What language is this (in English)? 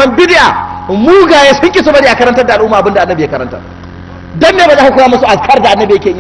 Hausa